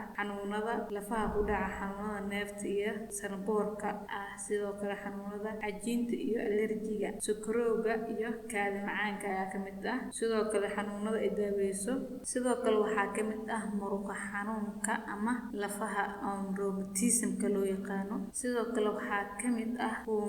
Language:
Somali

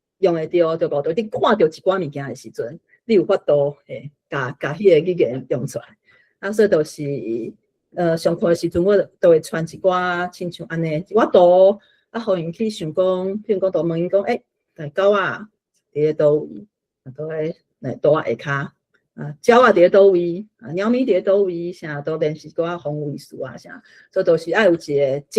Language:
Min Nan Chinese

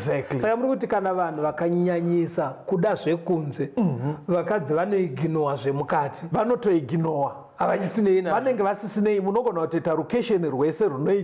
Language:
Shona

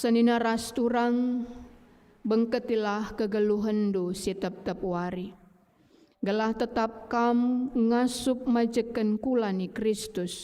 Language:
Batak Karo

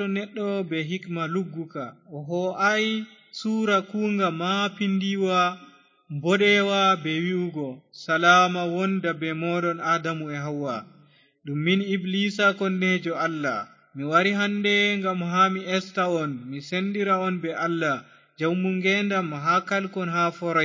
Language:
Fula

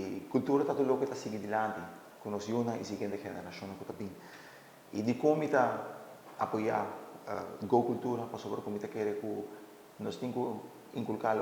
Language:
Papiamento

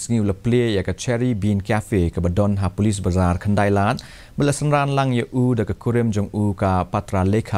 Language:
Khasi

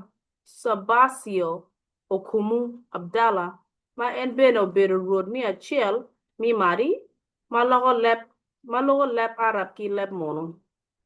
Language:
Acoli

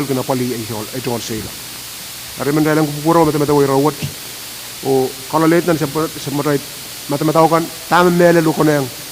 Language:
Pohnpeian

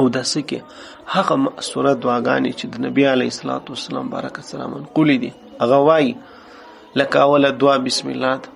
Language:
Pashto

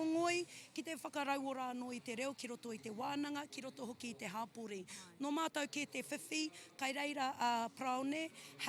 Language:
Māori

